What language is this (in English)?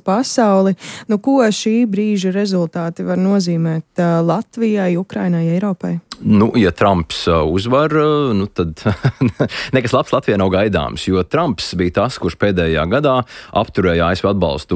Latvian